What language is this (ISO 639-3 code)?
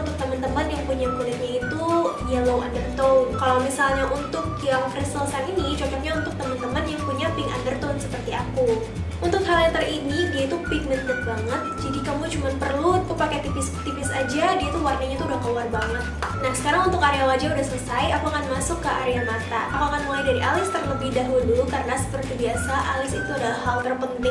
ind